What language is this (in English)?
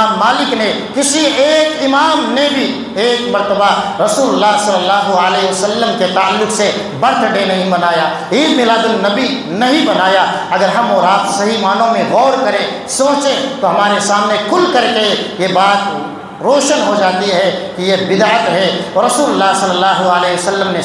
Urdu